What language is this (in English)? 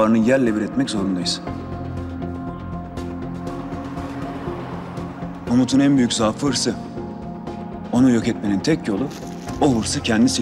Turkish